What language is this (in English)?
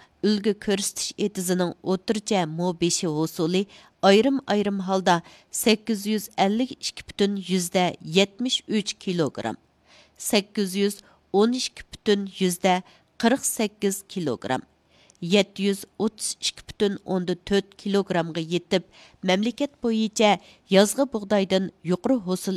Uyghur